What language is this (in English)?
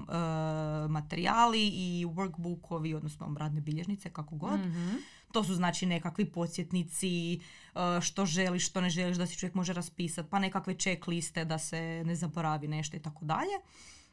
Croatian